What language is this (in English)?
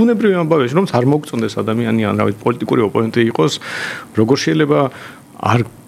Georgian